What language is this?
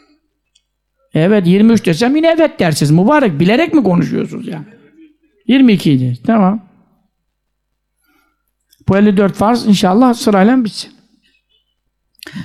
Turkish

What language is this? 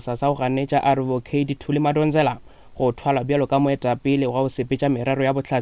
Northern Sotho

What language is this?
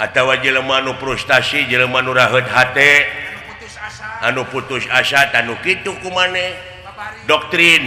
Sundanese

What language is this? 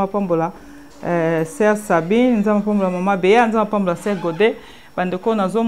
Lingala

